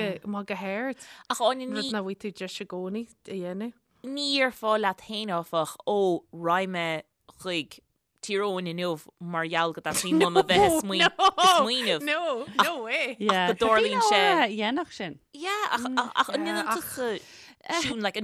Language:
Irish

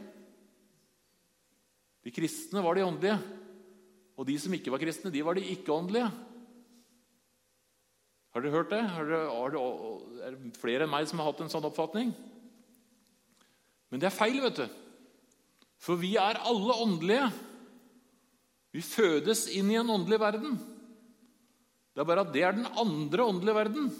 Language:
Norwegian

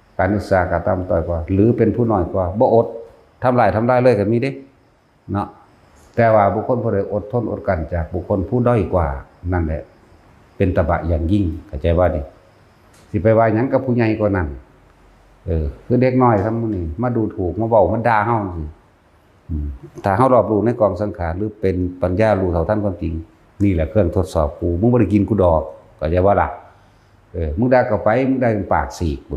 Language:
Northeastern Thai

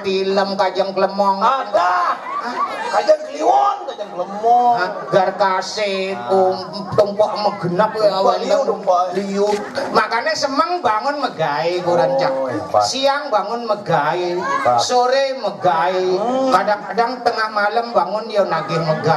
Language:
Balinese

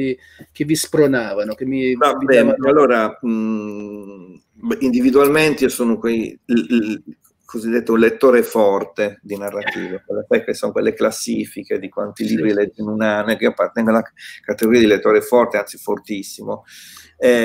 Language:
Italian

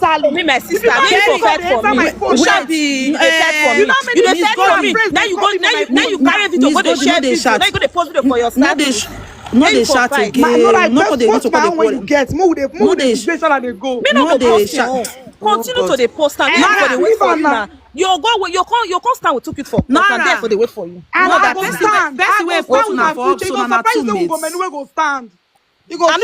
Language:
Nigerian Pidgin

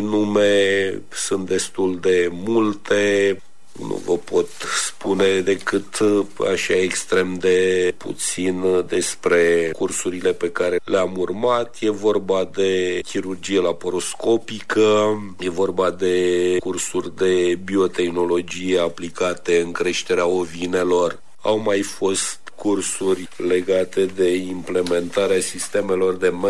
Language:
Romanian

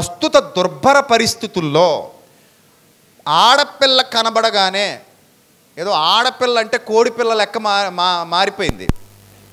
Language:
Telugu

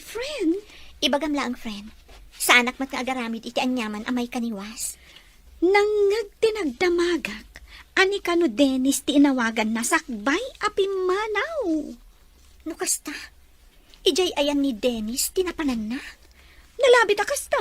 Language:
Iloko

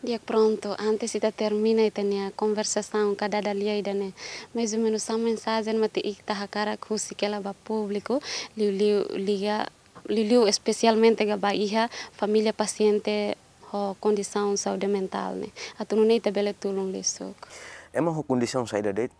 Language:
Tetum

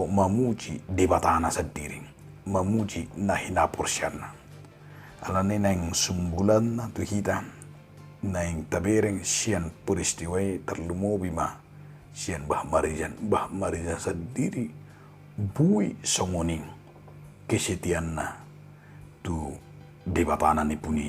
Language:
Batak Toba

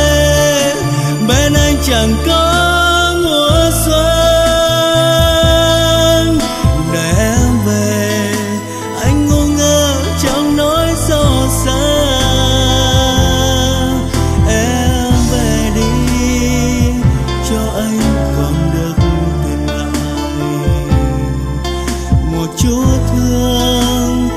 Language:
Vietnamese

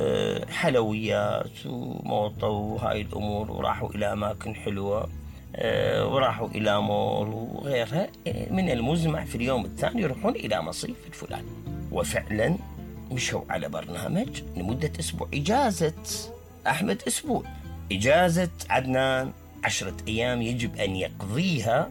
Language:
Mesopotamian Arabic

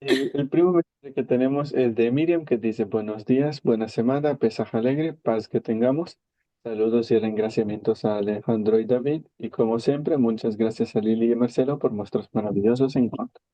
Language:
Ladino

